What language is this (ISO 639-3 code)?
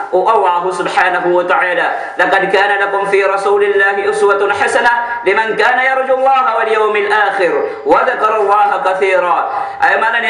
mrw